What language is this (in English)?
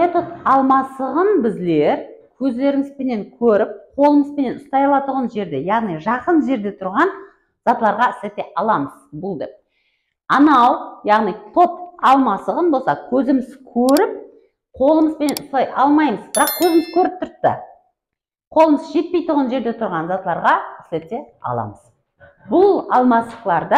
Kara-Kalpak